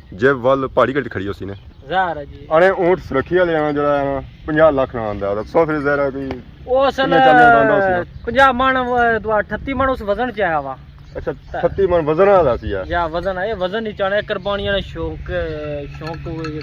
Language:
Pahari-Potwari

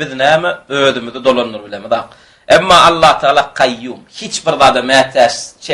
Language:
Turkmen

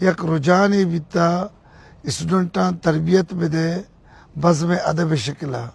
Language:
Baluchi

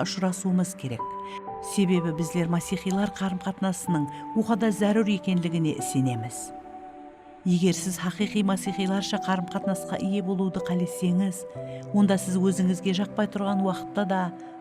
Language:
Kara-Kalpak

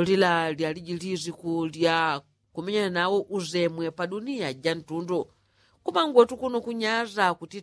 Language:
Yao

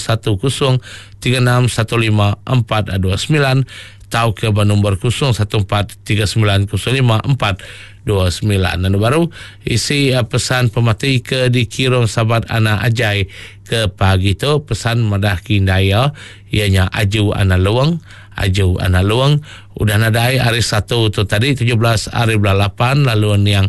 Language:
Iban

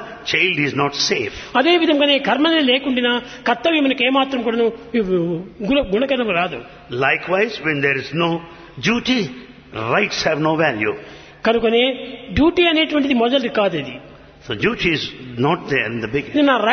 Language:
Telugu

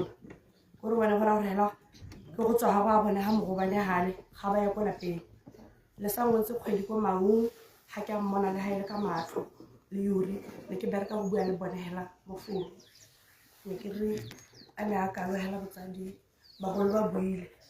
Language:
Tswana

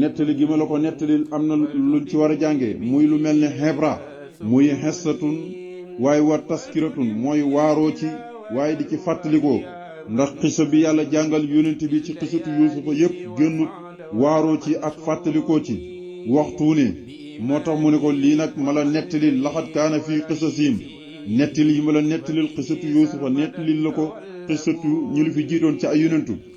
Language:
Wolof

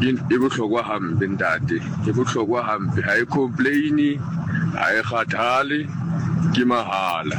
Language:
Southern Sotho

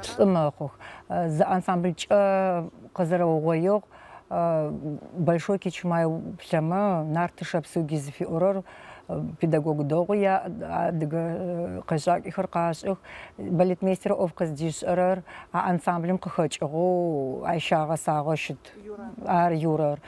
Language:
Adyghe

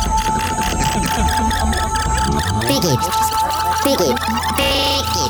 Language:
Estonian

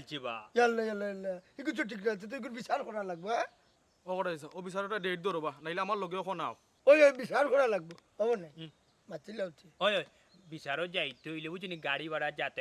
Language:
Sylheti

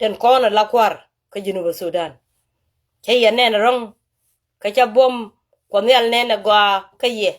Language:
Nuer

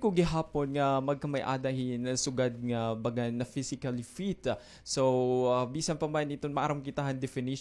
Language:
Waray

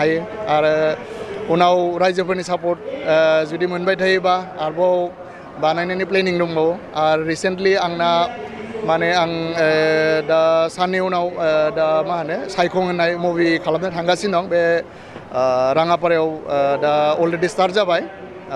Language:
Bodo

